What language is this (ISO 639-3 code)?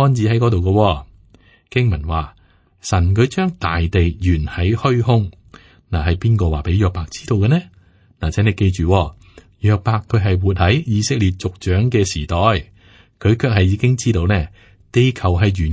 yue